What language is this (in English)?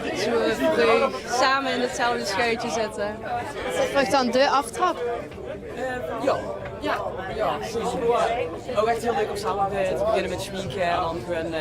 Limburgish